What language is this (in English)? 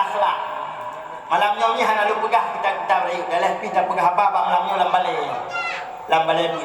Achinese